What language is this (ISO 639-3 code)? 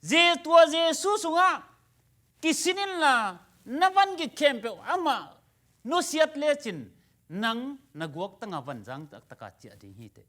ctd